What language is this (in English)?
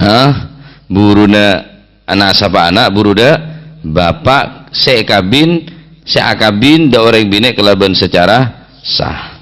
Madurese